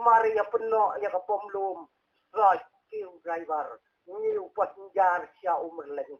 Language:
Khasi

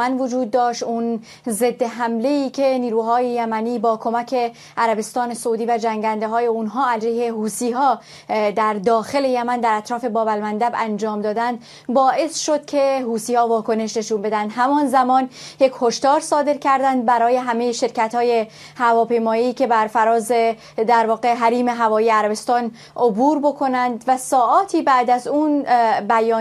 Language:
Persian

